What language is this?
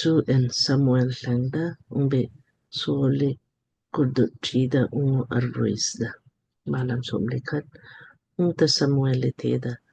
Lamkang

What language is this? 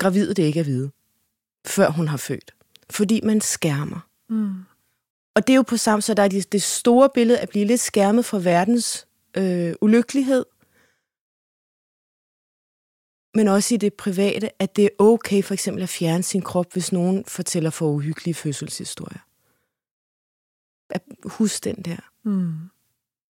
Danish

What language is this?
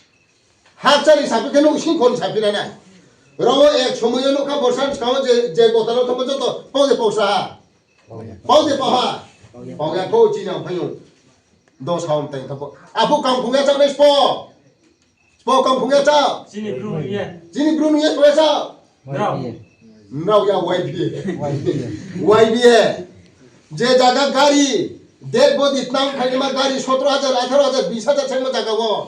Riang (India)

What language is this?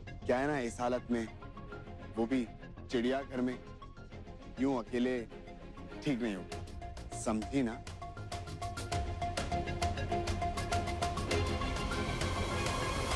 Hindi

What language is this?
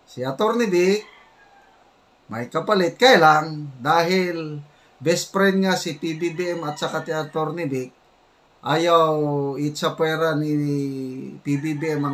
Filipino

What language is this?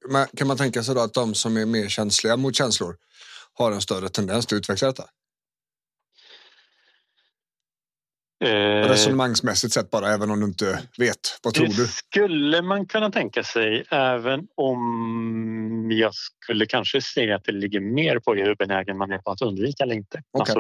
Swedish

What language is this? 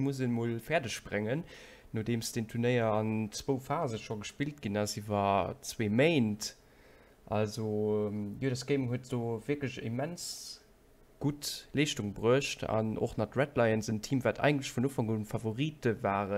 Luxembourgish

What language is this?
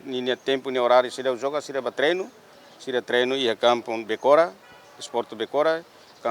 Tetum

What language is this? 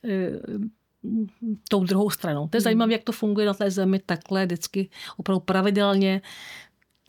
Czech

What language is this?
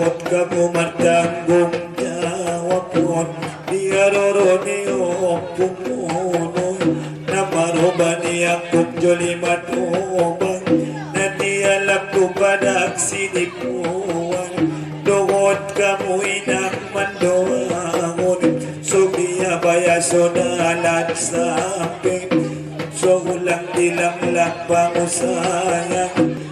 Batak Angkola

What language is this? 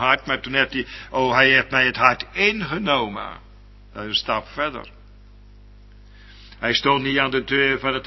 Dutch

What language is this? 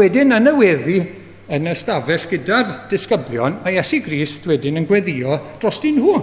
Welsh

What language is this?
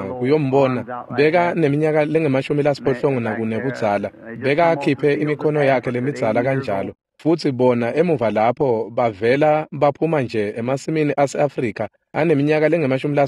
Swati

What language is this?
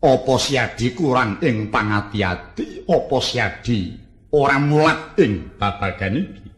Javanese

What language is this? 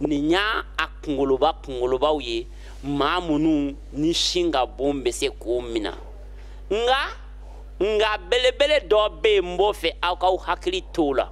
Bambara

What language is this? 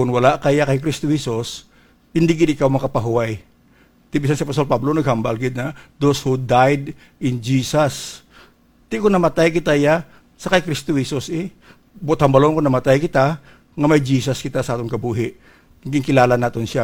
Hiligaynon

